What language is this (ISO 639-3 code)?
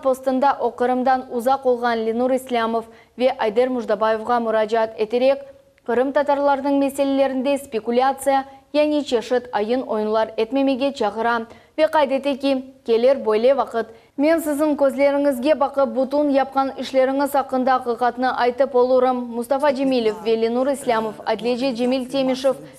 crh